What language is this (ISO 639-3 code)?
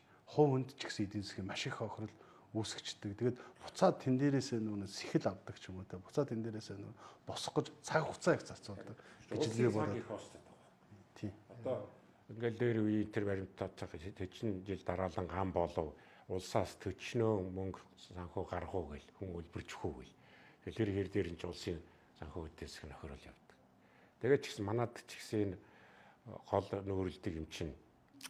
mon